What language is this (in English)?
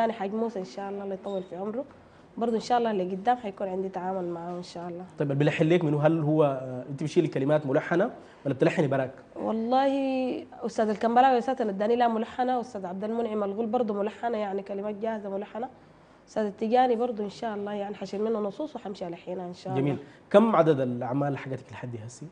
Sudanese Arabic